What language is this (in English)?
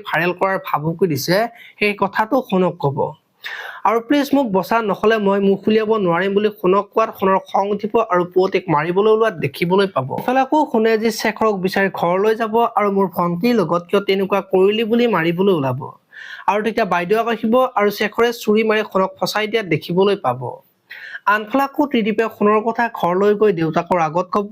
Assamese